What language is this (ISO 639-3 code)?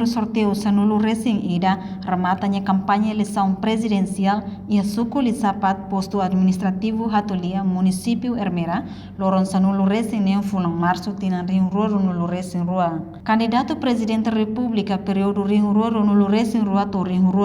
tet